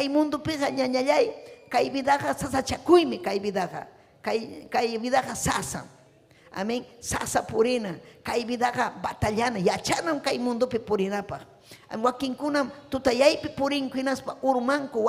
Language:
Ayacucho Quechua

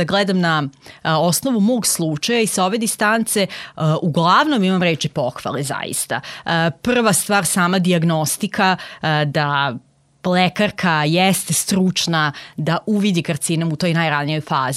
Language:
Serbian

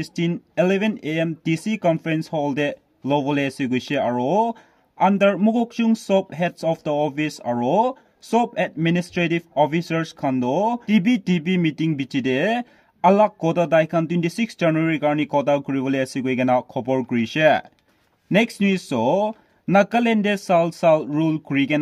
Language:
Naga Pidgin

